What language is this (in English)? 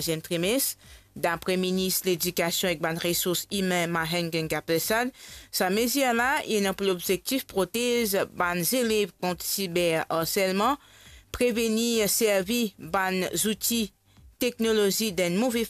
Morisyen